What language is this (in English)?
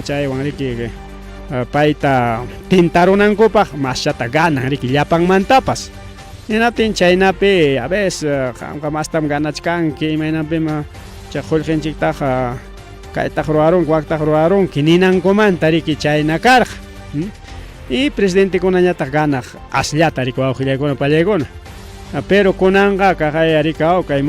Ayacucho Quechua